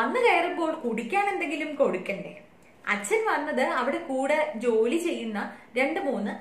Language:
Malayalam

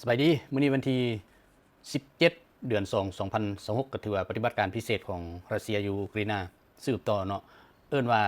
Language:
Lao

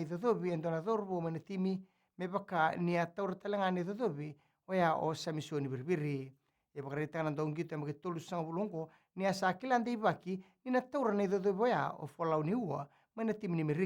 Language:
Fijian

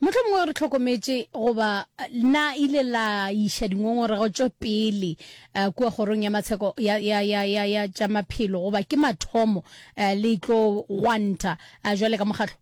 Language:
Northern Sotho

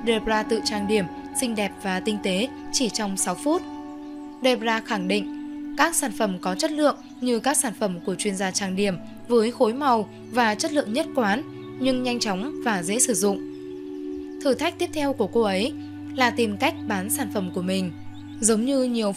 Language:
Vietnamese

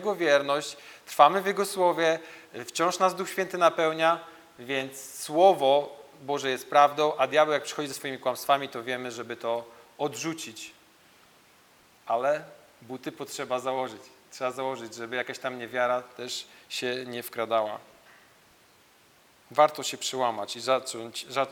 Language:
Polish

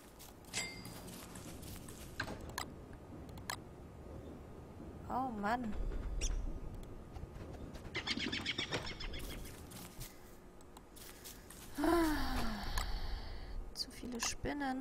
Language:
German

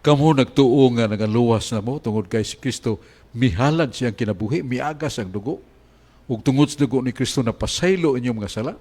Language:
Cebuano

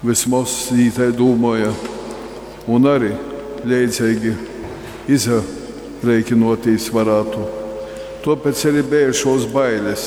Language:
Latgalian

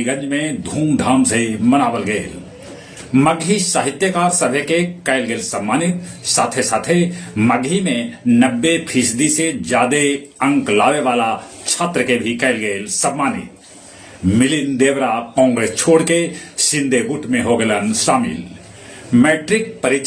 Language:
Magahi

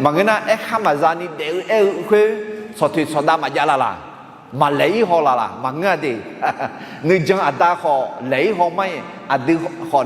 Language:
Akha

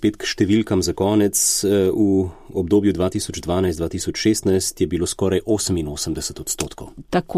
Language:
Slovenian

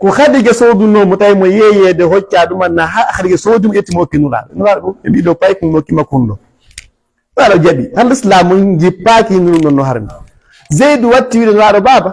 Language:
Fula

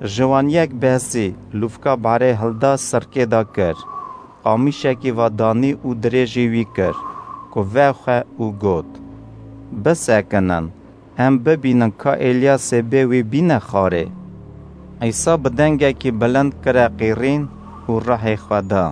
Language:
Kurdish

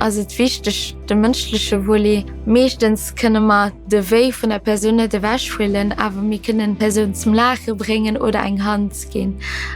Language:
Luxembourgish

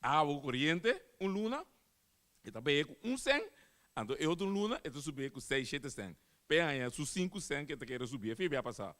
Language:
Papiamento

